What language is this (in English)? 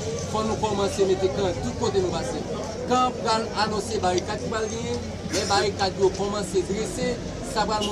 Haitian Creole